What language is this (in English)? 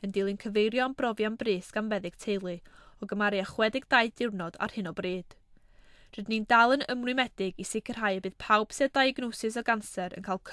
Welsh